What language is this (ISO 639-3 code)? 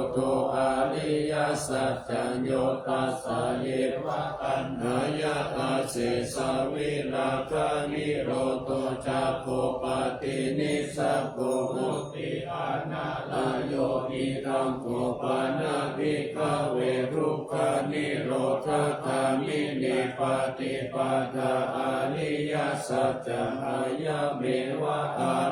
pli